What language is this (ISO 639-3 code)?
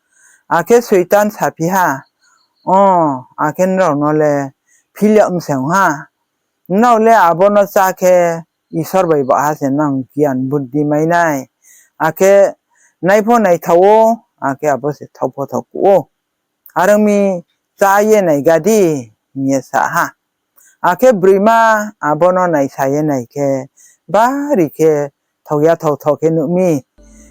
ria